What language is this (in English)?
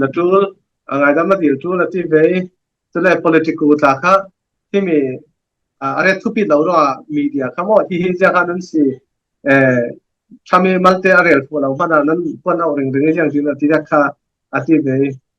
Falam Chin